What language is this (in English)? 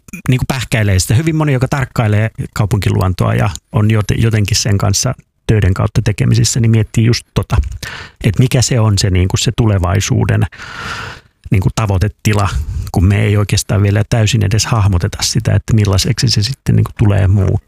Finnish